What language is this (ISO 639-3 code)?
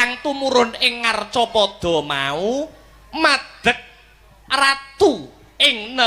jav